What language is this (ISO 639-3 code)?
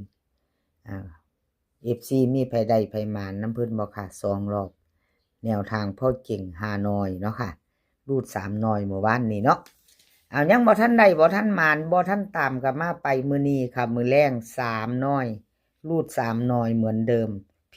tts